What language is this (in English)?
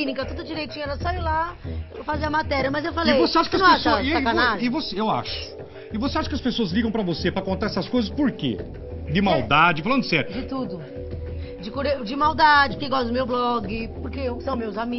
Portuguese